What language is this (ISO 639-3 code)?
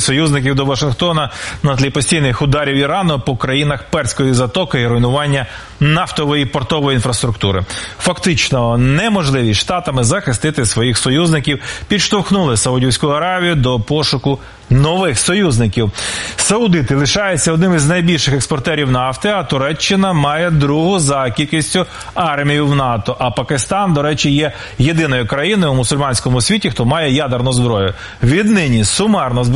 ukr